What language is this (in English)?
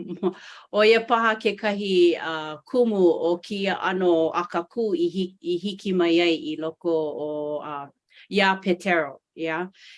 Hawaiian